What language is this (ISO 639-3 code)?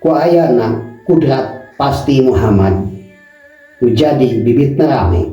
sun